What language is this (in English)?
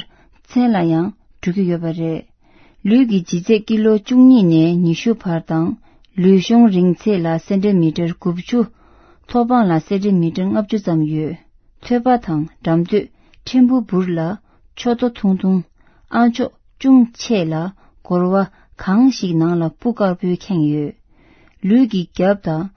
Tibetan